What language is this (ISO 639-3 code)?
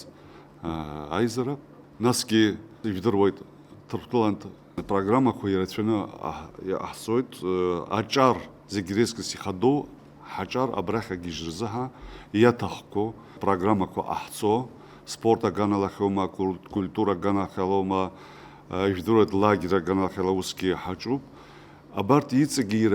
abk